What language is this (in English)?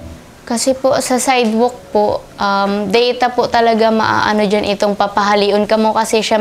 Bikol